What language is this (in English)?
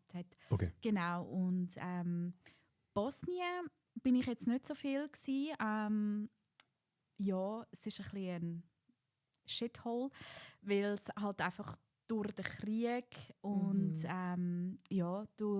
Swiss German